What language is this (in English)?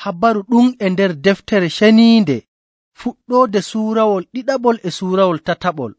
Nigerian Fulfulde